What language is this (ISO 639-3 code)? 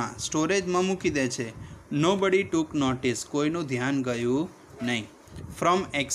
guj